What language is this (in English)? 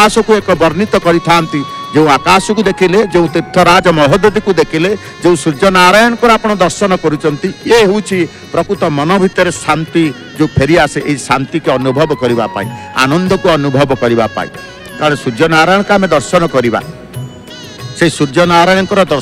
Odia